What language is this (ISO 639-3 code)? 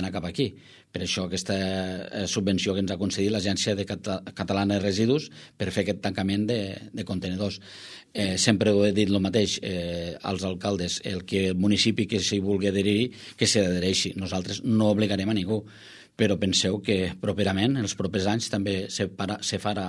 cat